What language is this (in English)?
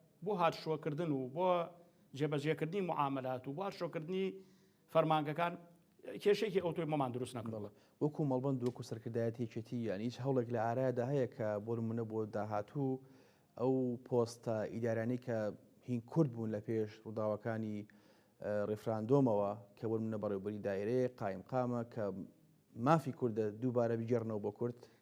Central Kurdish